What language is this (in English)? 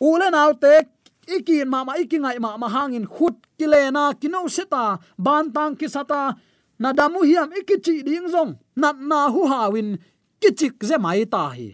Tedim Chin